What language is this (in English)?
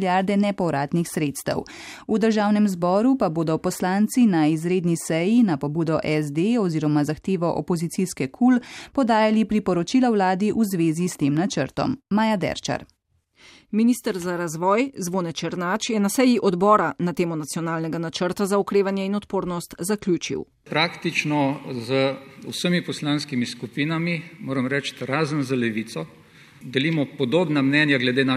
Slovenian